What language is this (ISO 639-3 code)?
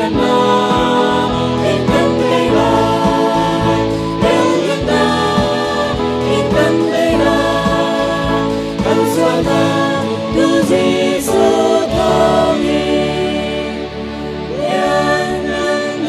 cnh